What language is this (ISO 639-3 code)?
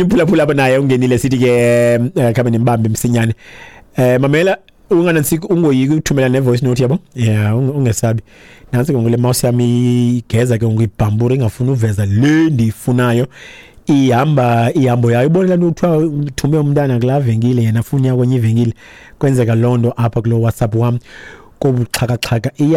xho